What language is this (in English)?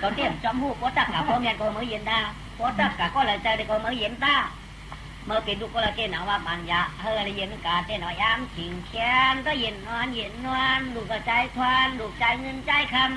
Shan